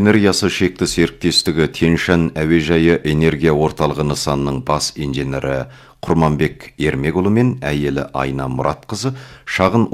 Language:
Kazakh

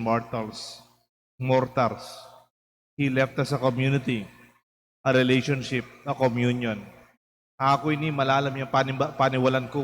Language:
Pampanga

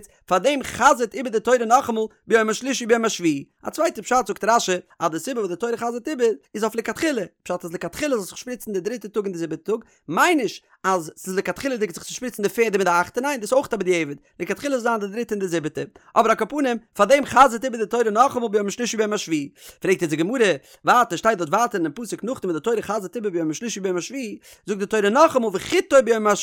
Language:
Yiddish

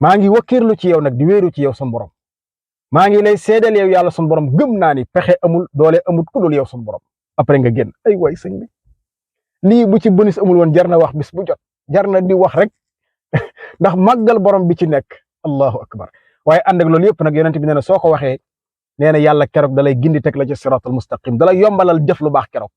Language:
Wolof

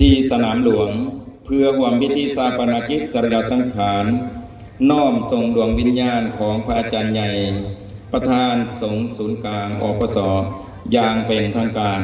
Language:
Lao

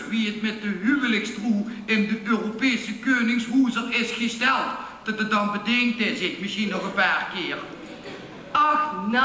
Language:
Limburgish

